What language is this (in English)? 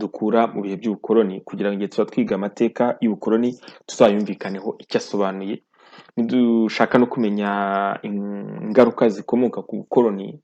Kinyarwanda